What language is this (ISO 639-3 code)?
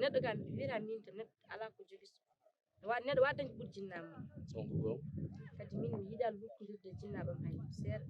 ful